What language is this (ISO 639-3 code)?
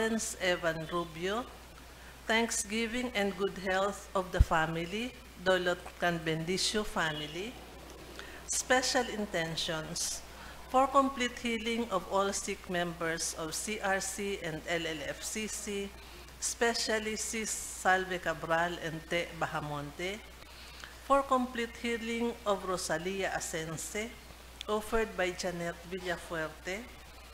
bik